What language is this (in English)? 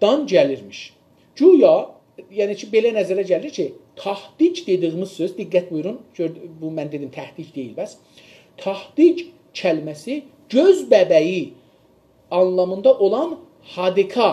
South Azerbaijani